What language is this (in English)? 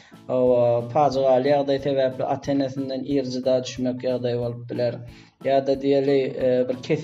Turkmen